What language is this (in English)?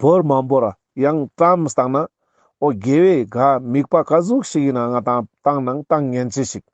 Ladakhi